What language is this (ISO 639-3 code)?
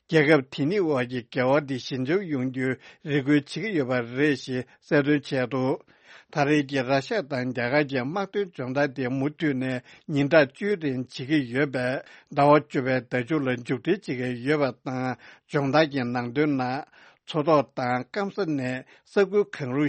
bod